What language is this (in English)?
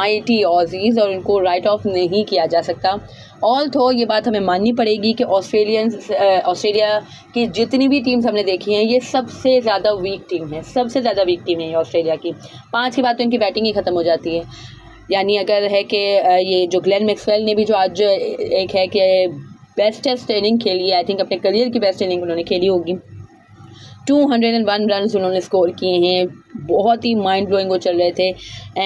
Hindi